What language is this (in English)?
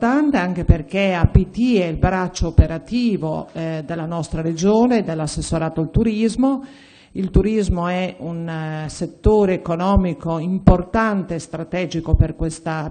Italian